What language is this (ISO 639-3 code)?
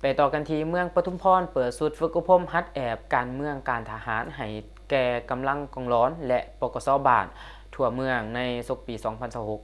lao